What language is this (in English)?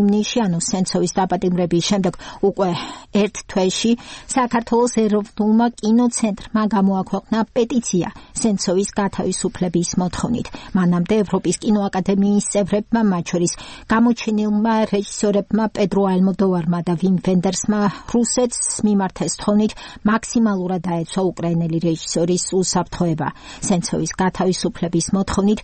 Georgian